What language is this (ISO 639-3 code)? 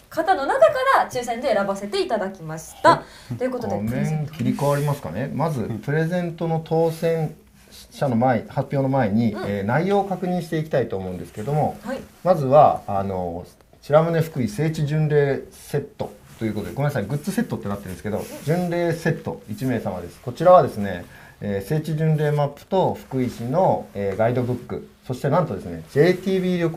jpn